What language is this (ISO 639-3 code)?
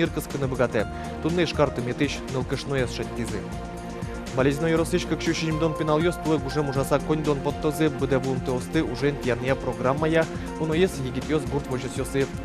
udm